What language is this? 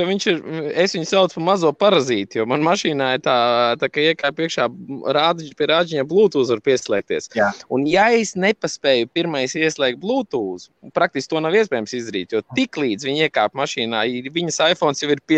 Latvian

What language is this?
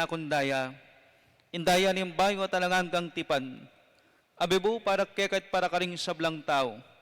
Pampanga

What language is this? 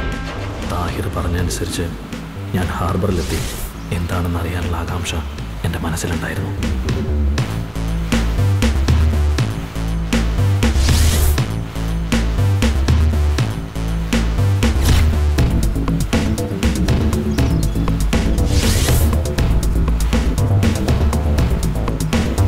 Malayalam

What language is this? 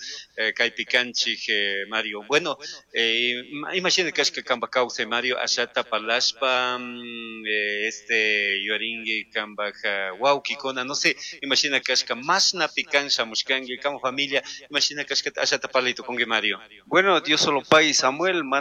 Chimborazo Highland Quichua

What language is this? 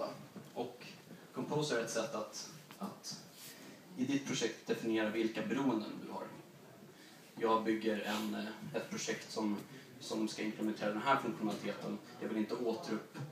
Swedish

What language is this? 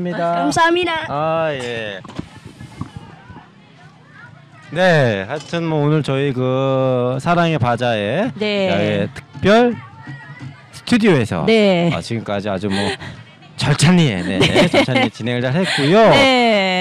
Korean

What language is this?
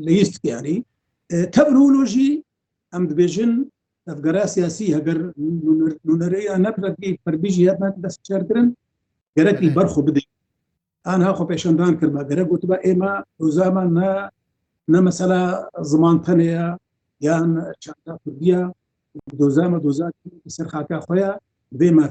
Kurdish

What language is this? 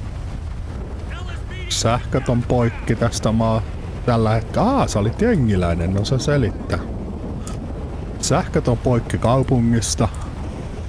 Finnish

